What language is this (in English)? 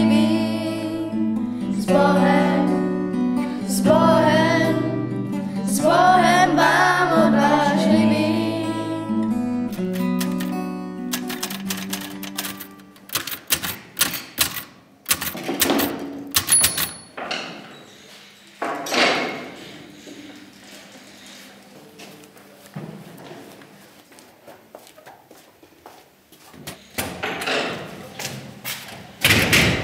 Czech